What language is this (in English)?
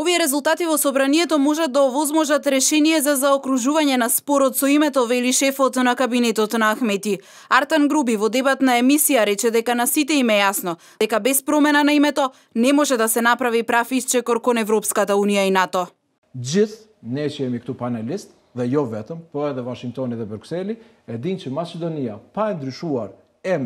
Macedonian